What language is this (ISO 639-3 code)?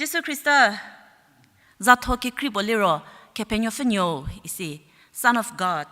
njm